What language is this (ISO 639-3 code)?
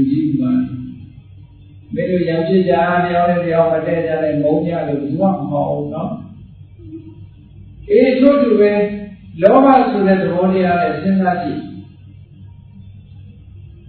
mya